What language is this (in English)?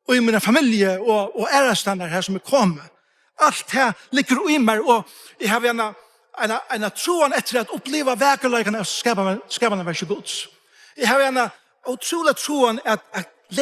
Faroese